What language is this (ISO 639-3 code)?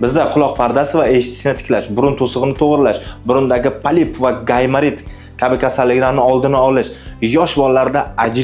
uzb